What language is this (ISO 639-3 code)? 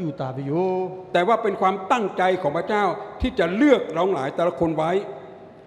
lhu